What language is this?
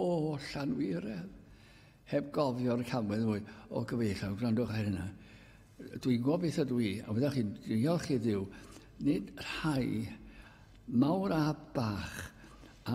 Welsh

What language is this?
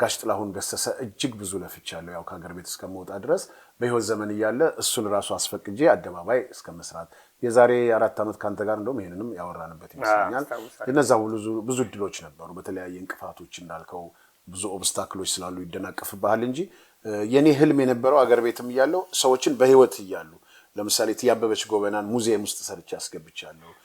Amharic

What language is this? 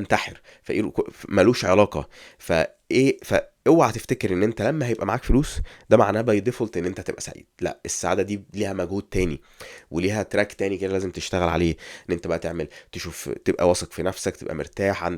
Egyptian Arabic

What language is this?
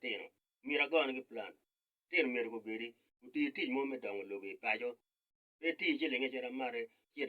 Acoli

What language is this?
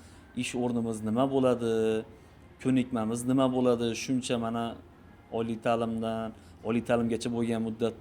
Uzbek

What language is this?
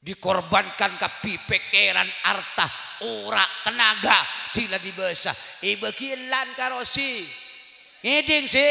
Madurese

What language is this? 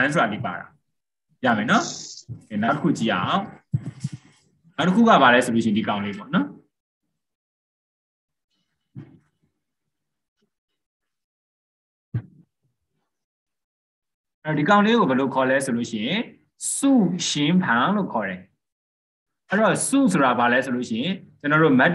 Burmese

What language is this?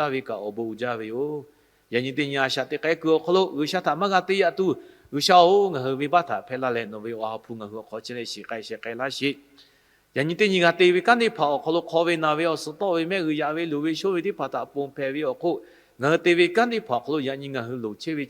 Lahu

